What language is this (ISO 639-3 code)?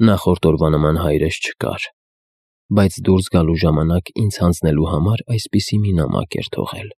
hye